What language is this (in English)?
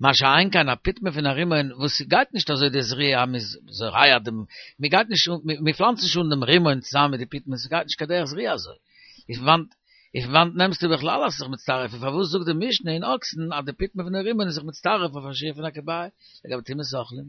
Yiddish